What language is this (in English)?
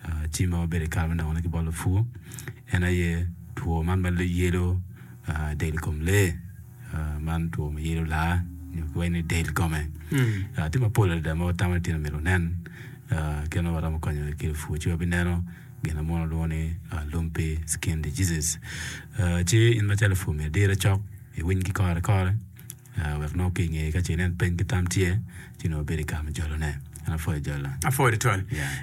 Acoli